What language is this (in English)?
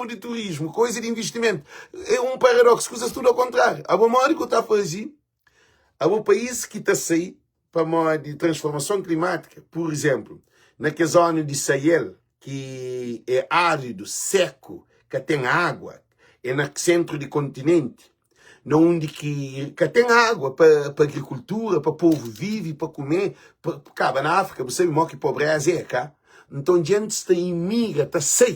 Kabuverdianu